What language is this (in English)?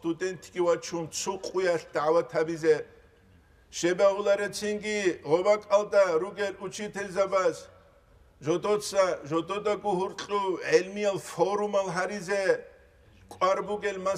Avaric